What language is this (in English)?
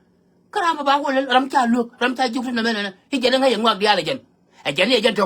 Nuer